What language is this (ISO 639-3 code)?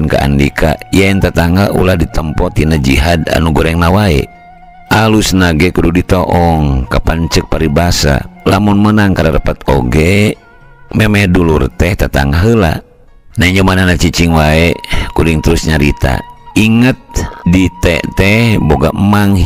sun